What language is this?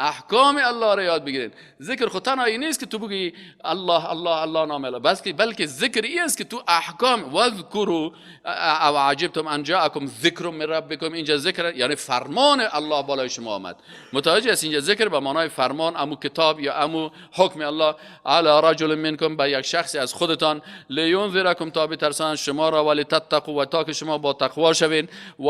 Persian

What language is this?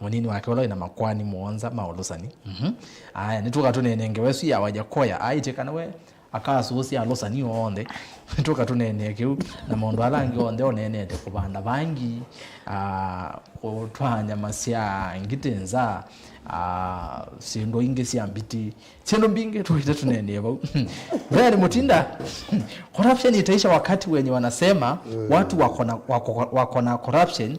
Kamba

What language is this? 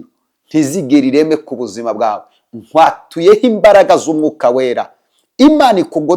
Kinyarwanda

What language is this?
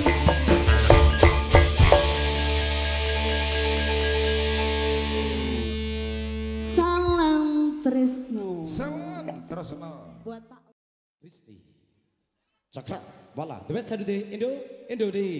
Indonesian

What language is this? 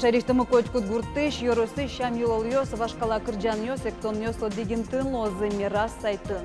Udmurt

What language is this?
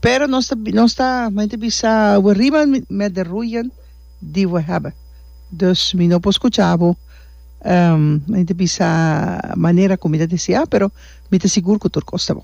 Papiamento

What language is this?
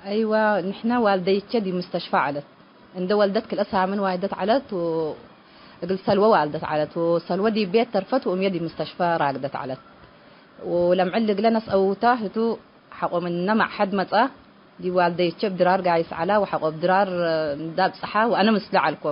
Tigre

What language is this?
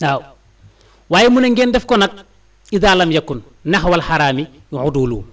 Wolof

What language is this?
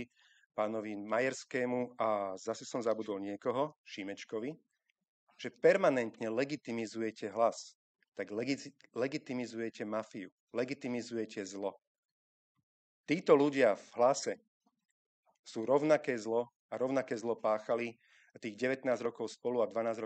Slovak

